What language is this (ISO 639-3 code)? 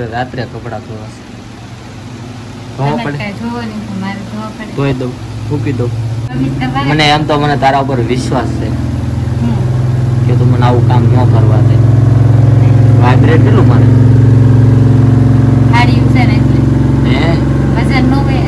guj